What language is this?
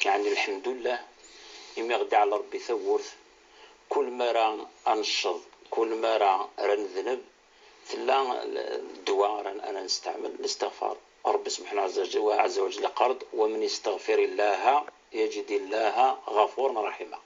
Kabyle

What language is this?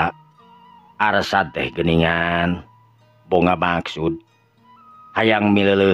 Sundanese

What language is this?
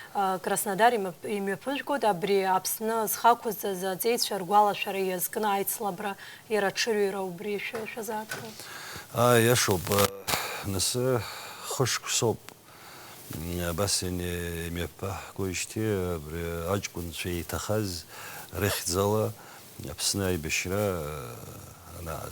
Abkhazian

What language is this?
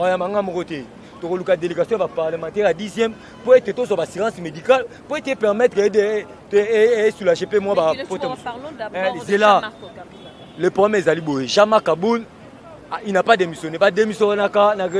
Lingala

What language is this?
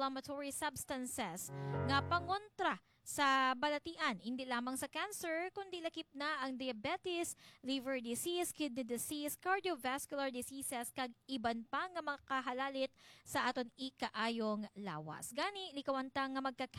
Hiligaynon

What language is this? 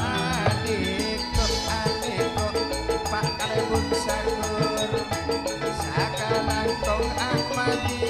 Madurese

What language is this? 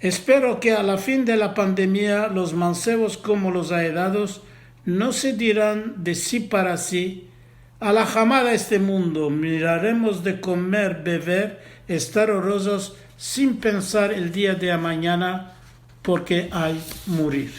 Ladino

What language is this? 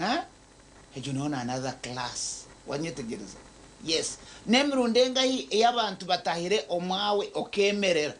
Nyankole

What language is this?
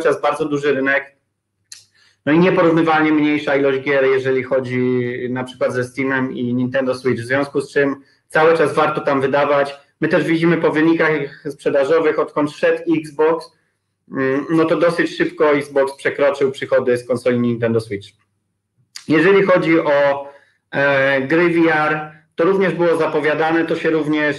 Polish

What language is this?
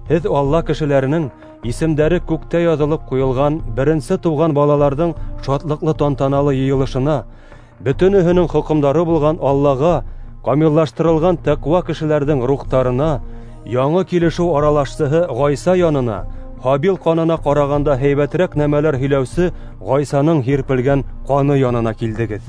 Bashkir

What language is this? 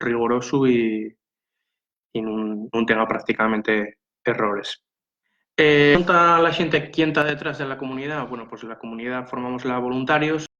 Asturian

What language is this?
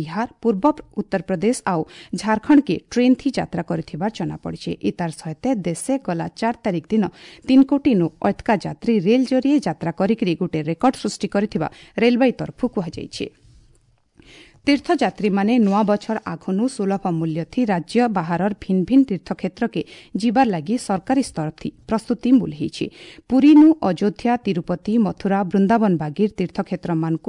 Odia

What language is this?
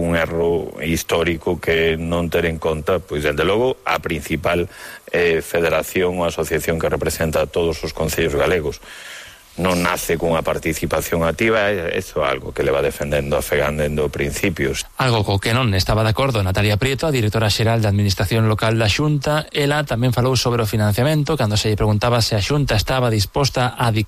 Galician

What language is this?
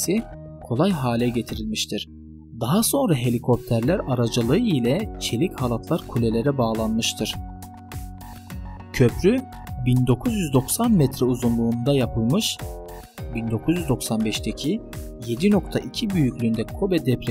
Turkish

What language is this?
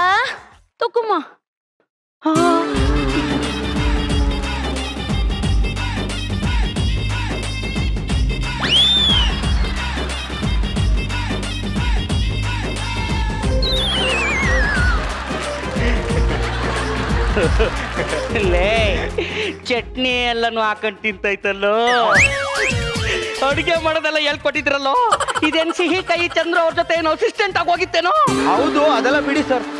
Kannada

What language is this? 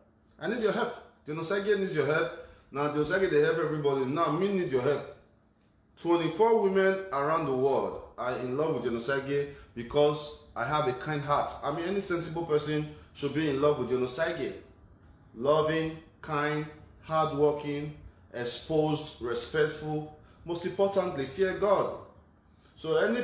Nigerian Pidgin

